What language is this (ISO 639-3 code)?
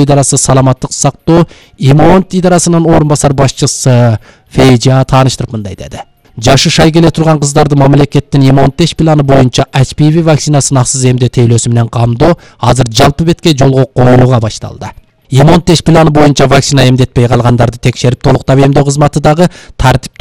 kir